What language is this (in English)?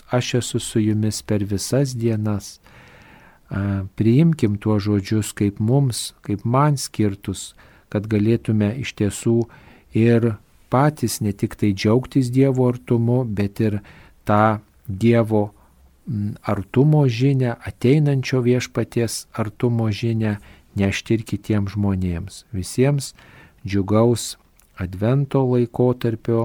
Lithuanian